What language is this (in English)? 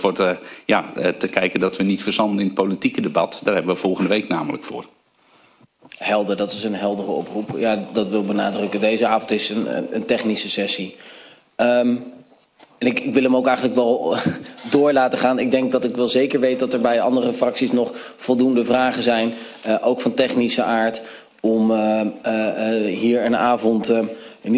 Dutch